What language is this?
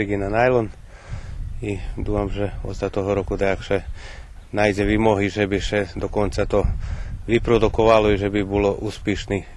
Rusyn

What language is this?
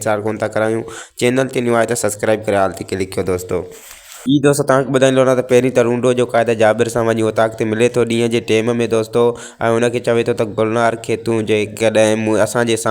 Sindhi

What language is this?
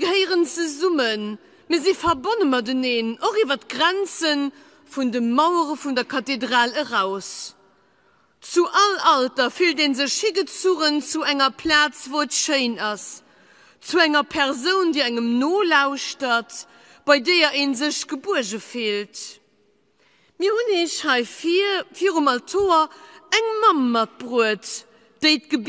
Luxembourgish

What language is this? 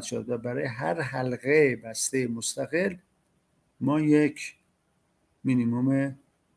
Persian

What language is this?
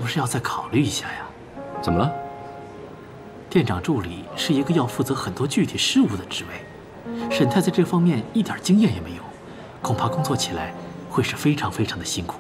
Chinese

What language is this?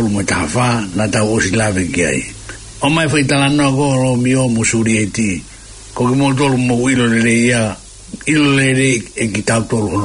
Tongan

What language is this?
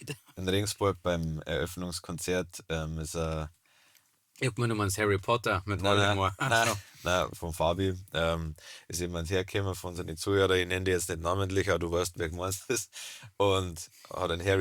Bavarian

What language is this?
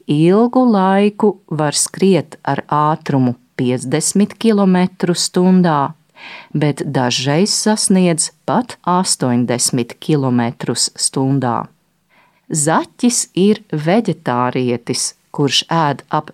Latvian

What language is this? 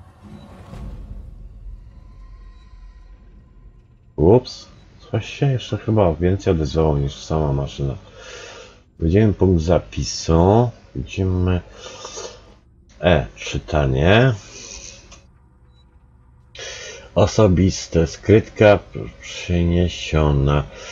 Polish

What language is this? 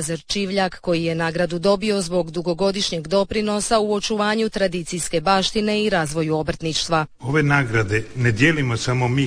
Croatian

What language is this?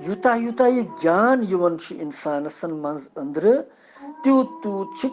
Kashmiri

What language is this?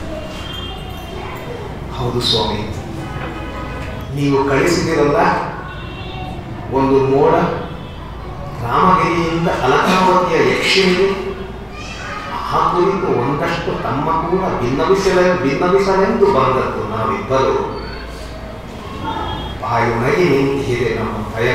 Kannada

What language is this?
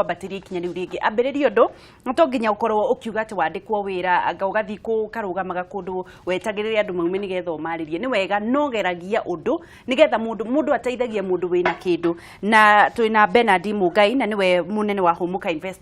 Kikuyu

